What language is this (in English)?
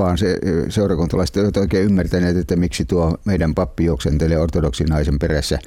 Finnish